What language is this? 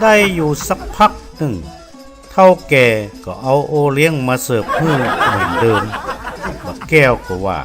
Northern Thai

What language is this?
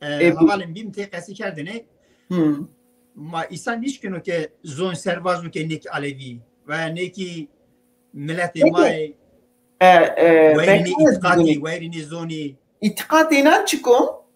Zaza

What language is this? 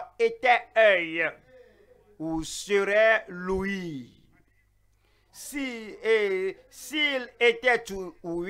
French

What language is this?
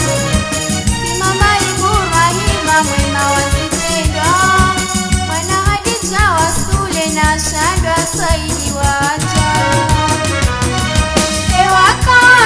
Swahili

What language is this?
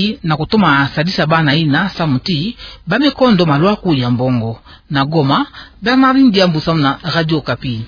Kituba (Democratic Republic of Congo)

